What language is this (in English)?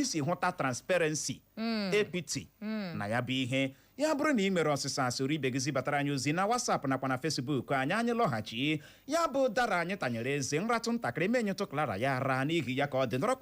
Igbo